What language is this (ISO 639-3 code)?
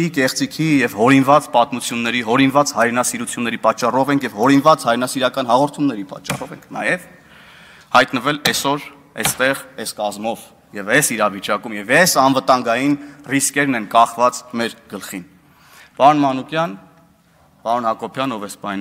hye